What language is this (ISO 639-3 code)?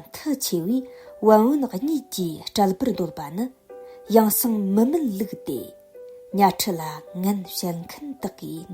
bod